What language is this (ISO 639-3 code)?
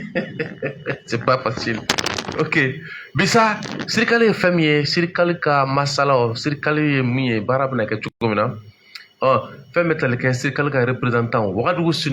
bam